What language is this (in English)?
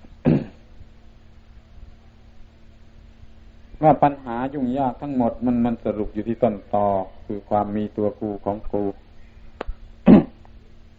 Thai